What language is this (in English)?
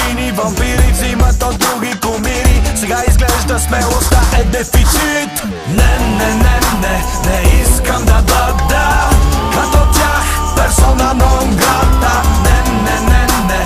Bulgarian